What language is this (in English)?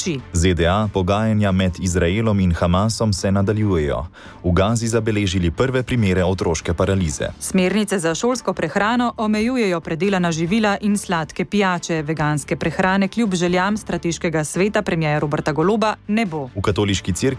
Slovenian